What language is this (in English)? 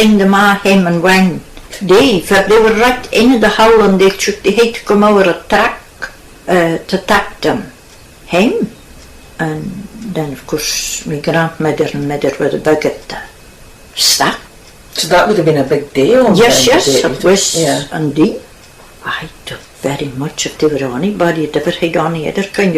Scots